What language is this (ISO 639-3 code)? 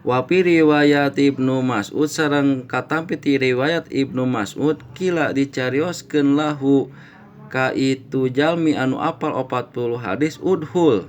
sun